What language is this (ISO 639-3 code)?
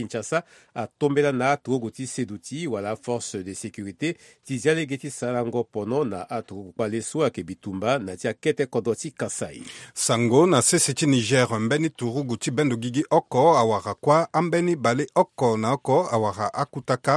sag